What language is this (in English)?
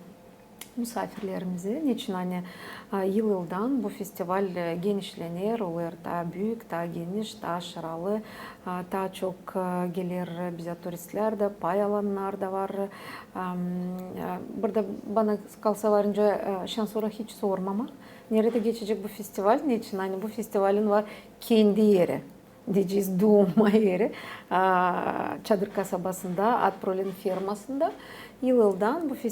Gagauz